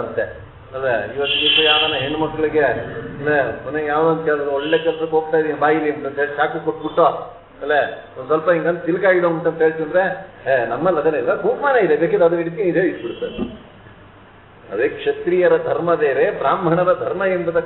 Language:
Kannada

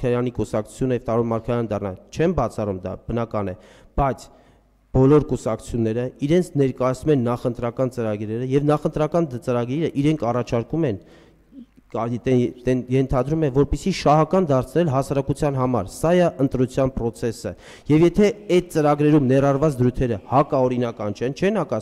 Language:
Armenian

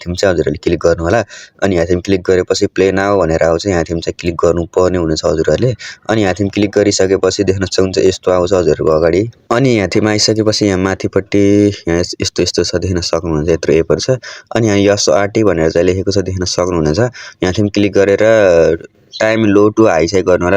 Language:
Nepali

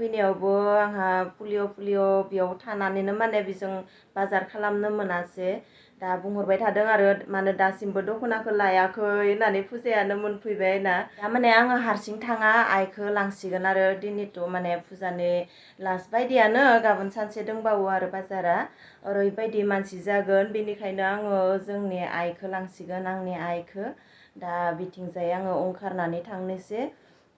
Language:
Bodo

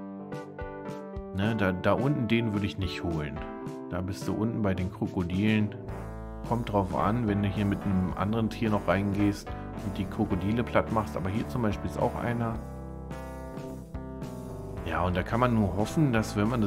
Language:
German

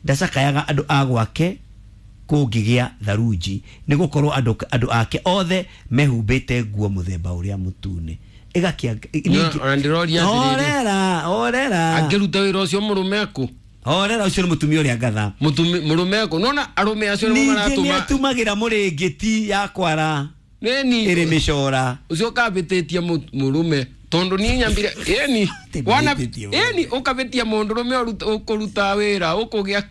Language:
Kikuyu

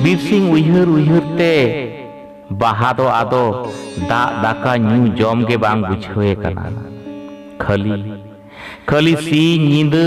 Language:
Santali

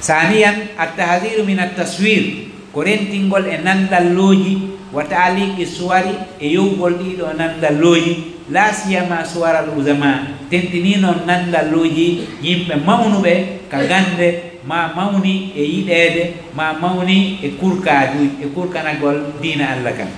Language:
Fula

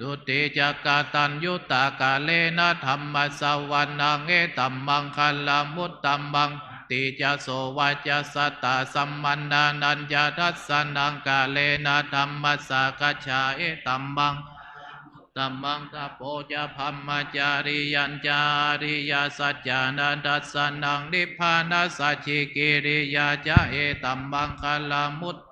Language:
Pali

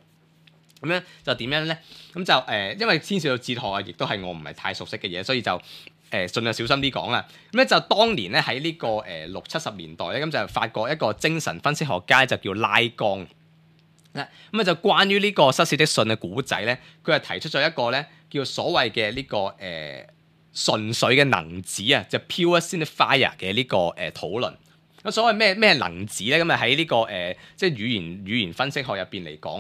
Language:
Cantonese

